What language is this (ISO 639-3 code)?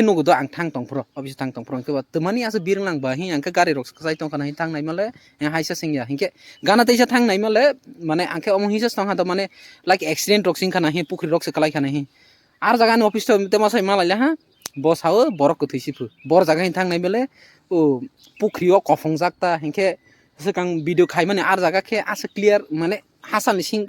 trp